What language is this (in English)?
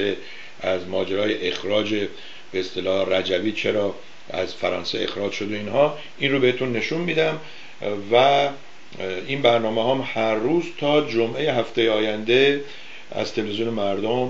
Persian